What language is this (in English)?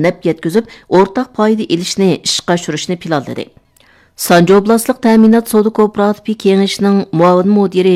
Uyghur